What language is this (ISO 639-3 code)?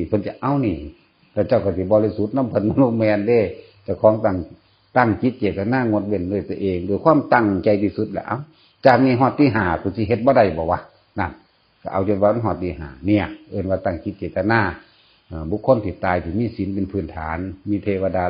tts